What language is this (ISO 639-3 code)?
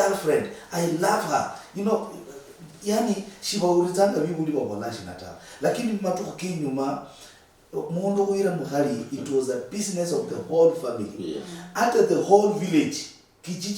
luy